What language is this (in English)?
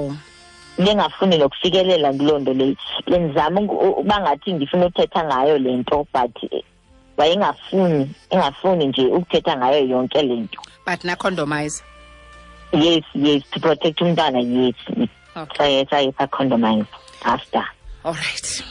Xhosa